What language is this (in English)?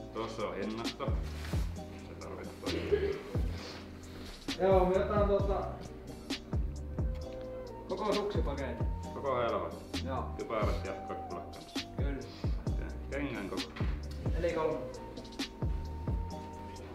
Finnish